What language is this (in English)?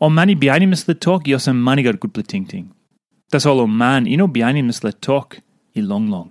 Tok Pisin